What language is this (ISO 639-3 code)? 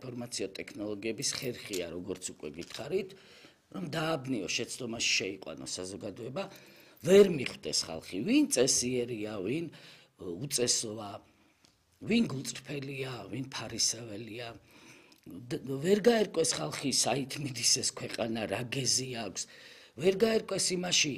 kat